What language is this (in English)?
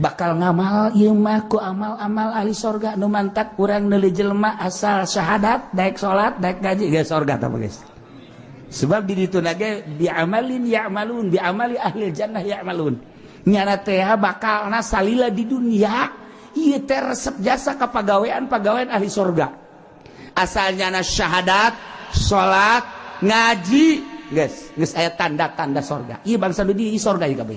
Sundanese